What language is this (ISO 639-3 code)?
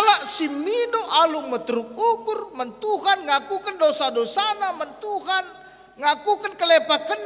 btx